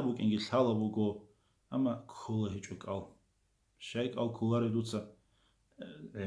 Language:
Avaric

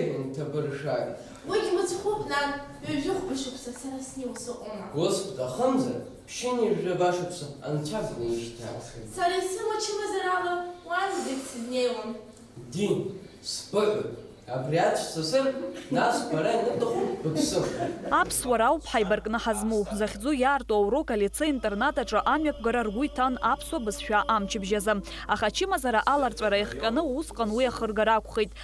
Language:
Abkhazian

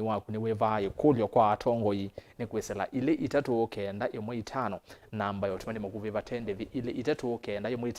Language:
Kamba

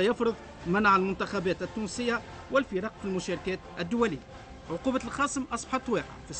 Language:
Tunisian Arabic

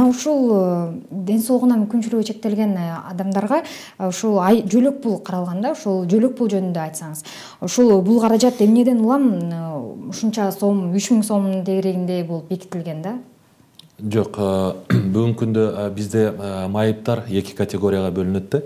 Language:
Kyrgyz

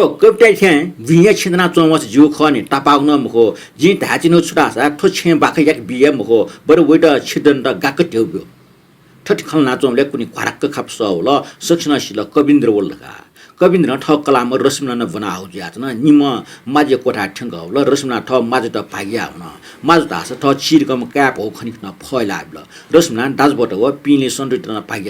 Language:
Newari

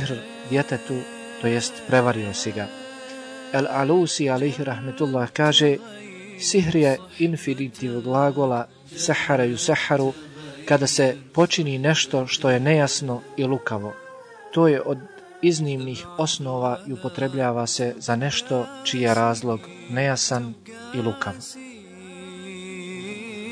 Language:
Bosnian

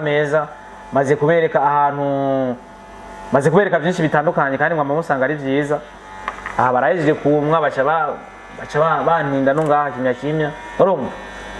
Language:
Rundi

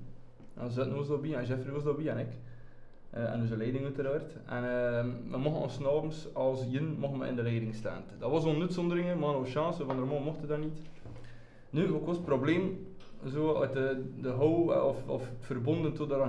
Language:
Dutch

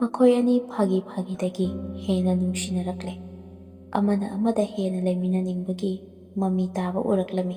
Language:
Manipuri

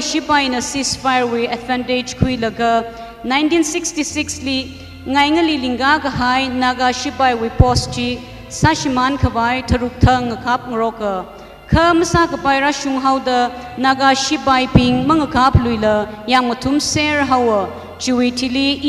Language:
Tangkhul Naga (India)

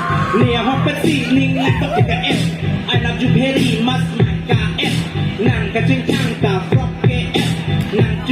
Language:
Karbi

